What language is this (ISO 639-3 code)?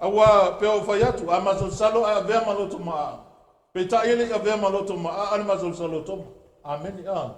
smo